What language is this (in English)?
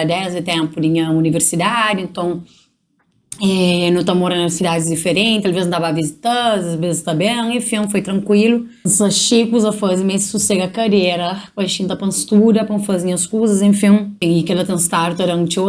Kabuverdianu